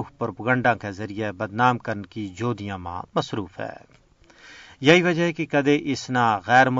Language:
Gujari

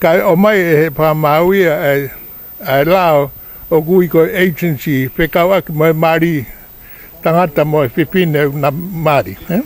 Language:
Tongan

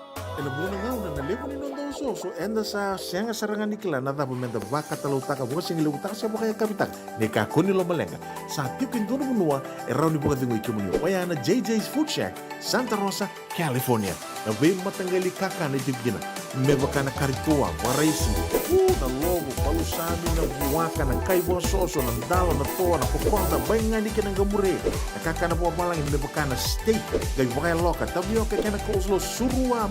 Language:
Fijian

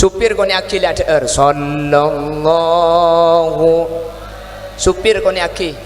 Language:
Madurese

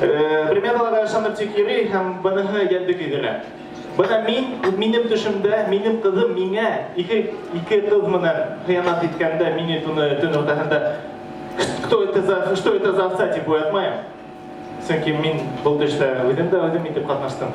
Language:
Bashkir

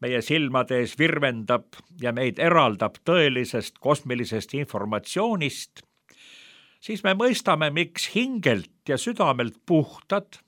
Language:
Estonian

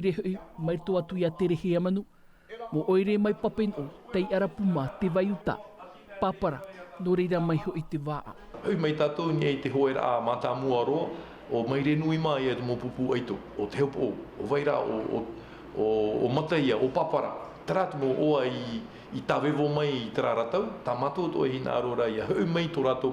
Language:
Tahitian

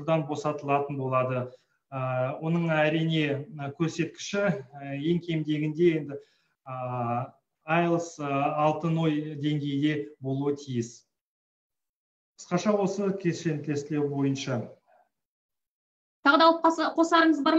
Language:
Kazakh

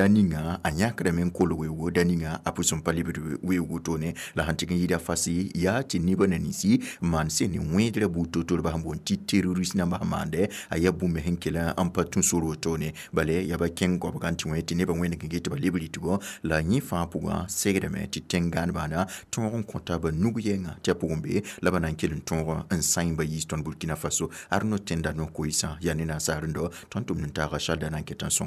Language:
Mossi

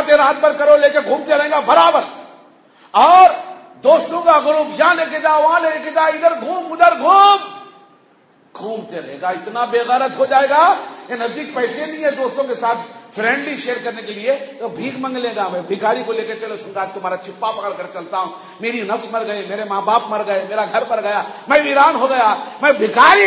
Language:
Urdu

